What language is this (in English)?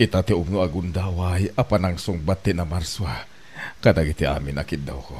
Iloko